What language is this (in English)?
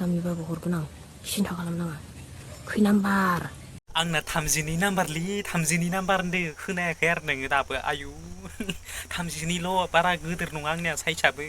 Bodo